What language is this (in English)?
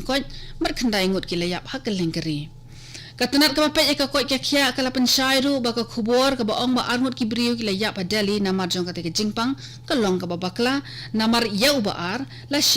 Khasi